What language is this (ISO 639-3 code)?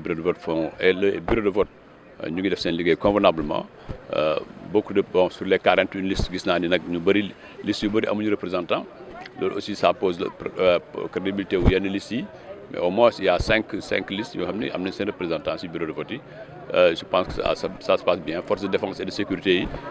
wol